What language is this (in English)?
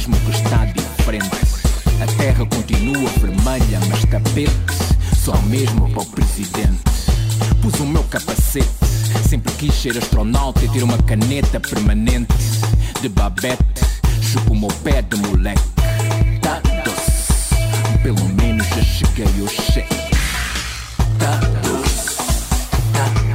Portuguese